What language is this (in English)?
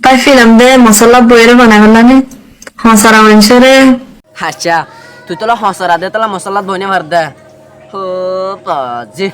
Rohingya